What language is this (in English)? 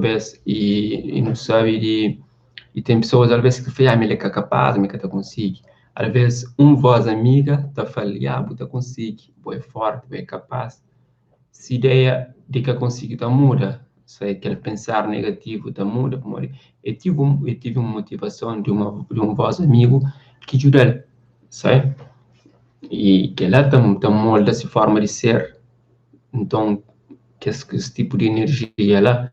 Kabuverdianu